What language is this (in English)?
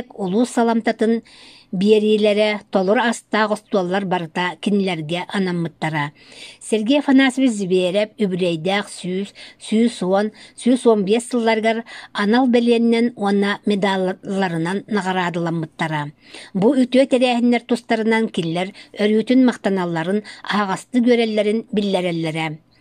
Yakut